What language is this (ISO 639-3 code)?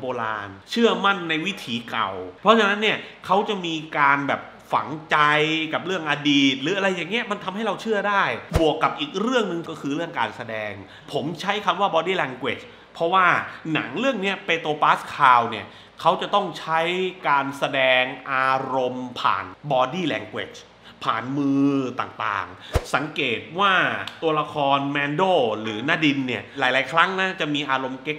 tha